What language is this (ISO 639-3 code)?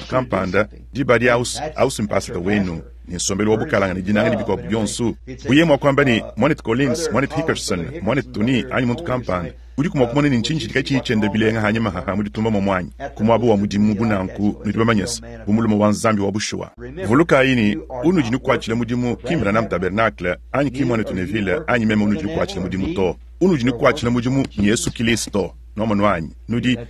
lua